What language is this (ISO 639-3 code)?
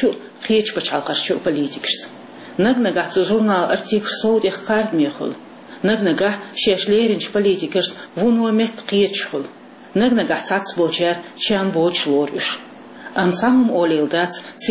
che